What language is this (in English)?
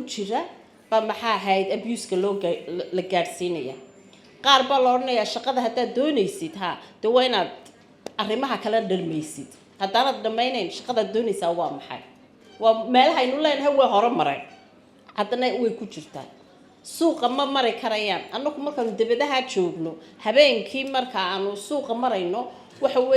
Somali